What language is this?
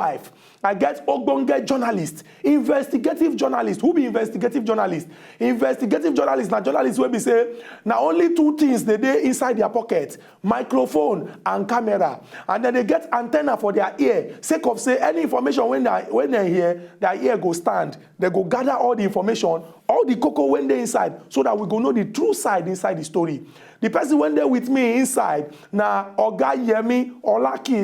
Nigerian Pidgin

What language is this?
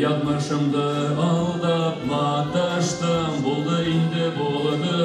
Bashkir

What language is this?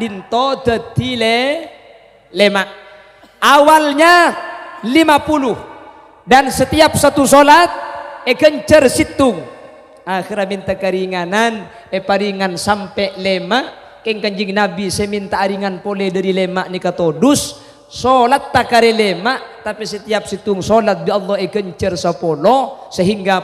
Madurese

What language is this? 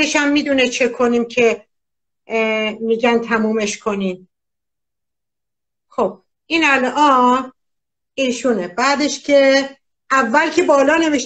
Persian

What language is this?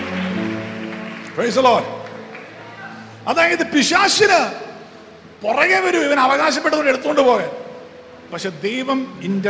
Malayalam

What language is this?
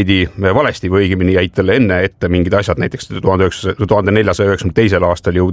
Estonian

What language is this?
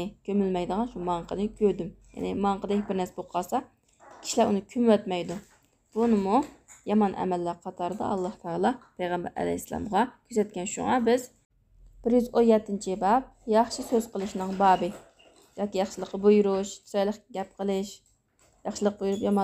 Uyghur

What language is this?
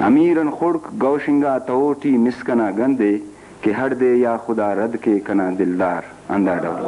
Brahui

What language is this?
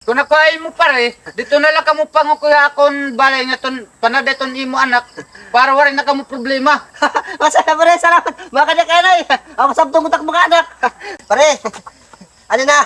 Waray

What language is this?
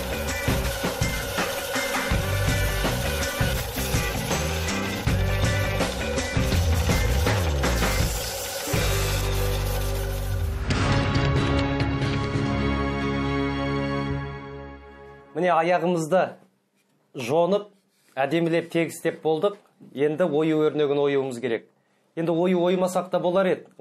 Kazakh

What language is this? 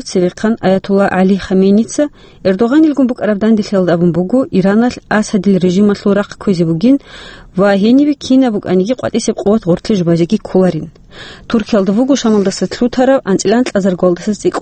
Avaric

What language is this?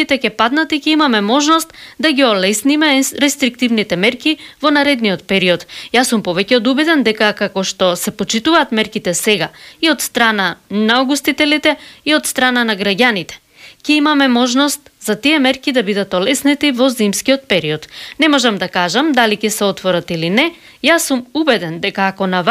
Macedonian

